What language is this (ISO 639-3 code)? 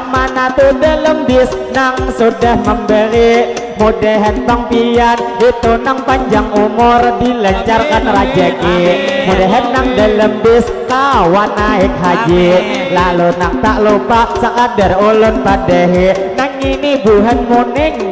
bjn